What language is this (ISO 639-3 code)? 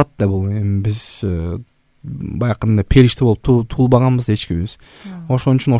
kir